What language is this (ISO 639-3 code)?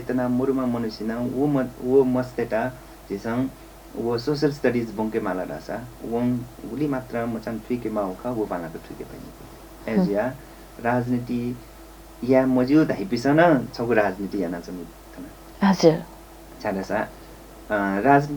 new